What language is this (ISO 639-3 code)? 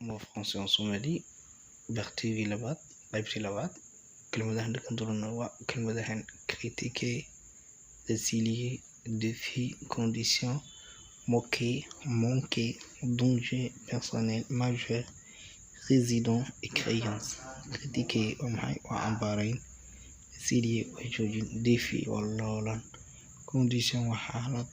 som